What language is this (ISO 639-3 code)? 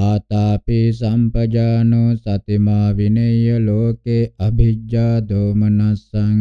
pli